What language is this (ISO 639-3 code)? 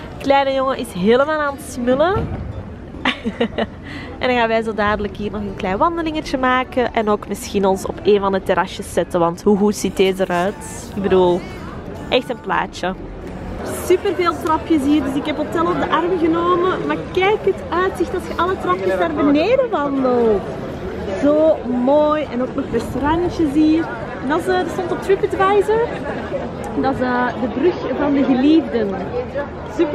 nld